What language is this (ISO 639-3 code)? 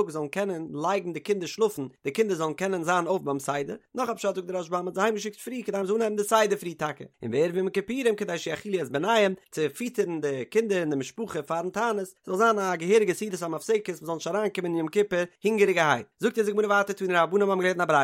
yid